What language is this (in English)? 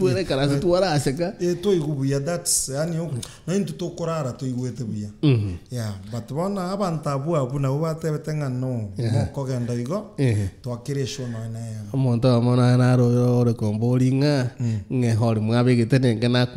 Gusii